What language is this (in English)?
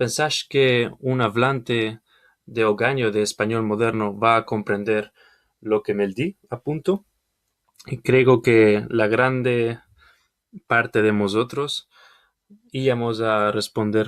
Ladino